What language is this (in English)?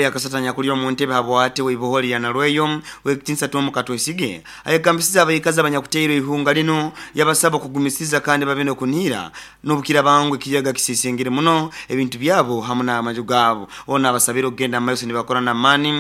Nyoro